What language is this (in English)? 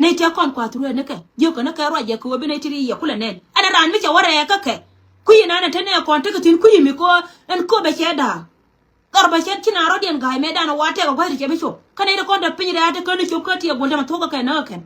Nuer